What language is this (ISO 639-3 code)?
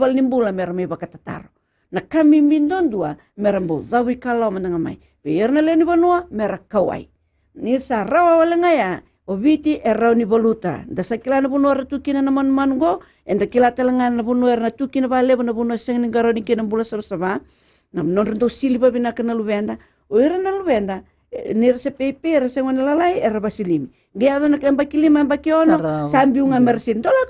fij